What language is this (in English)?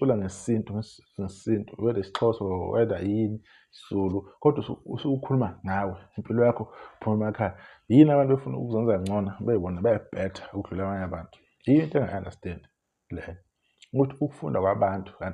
Zulu